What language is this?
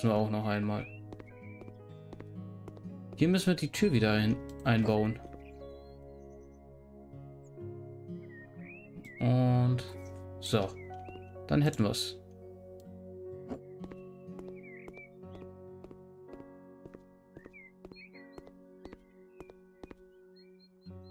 German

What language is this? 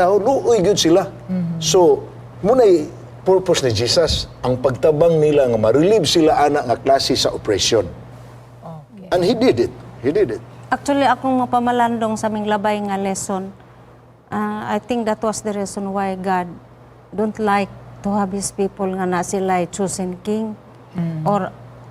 Cebuano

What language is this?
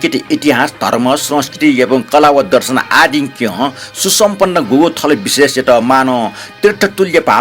Newari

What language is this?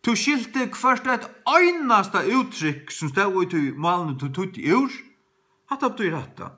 Faroese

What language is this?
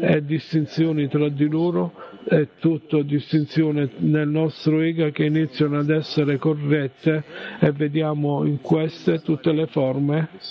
Italian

